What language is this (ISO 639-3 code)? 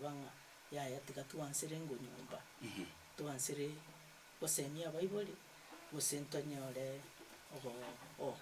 guz